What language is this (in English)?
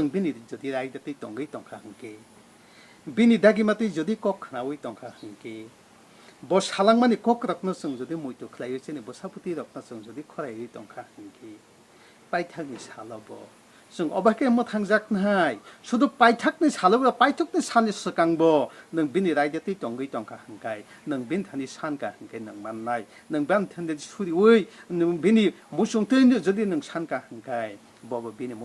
Kok Borok